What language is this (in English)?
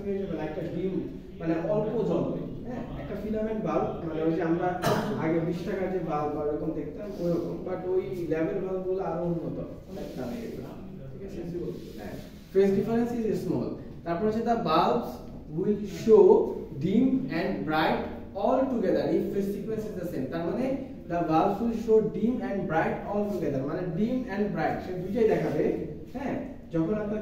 Bangla